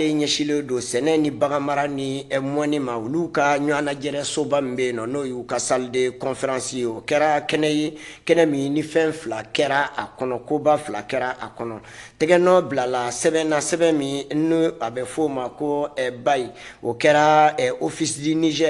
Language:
Bambara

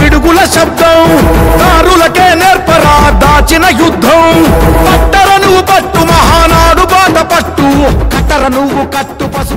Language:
Telugu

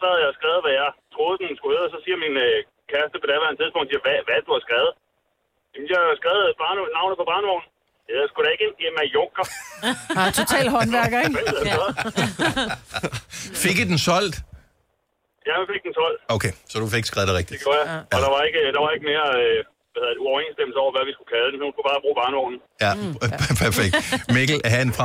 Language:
Danish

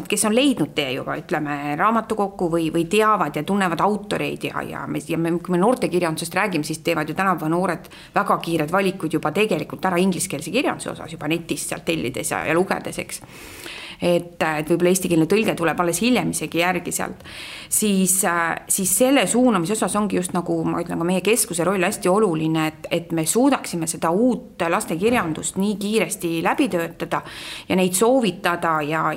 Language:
Estonian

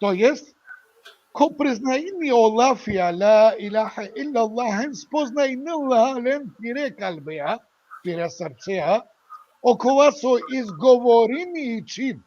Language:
Balkan Romani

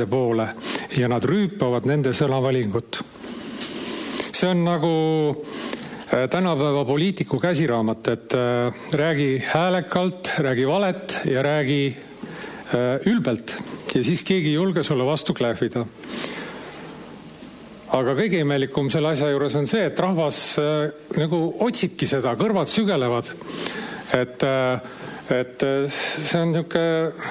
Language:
Estonian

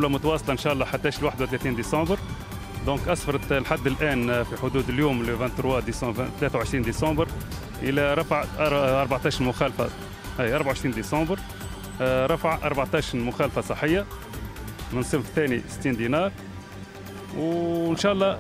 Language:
Tunisian Arabic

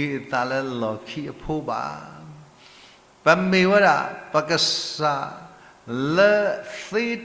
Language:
S'gaw Karen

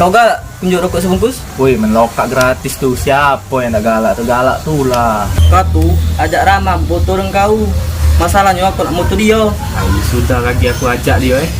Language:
Musi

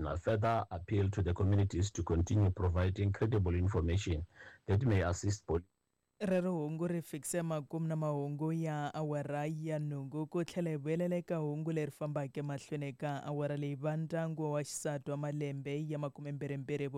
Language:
Tsonga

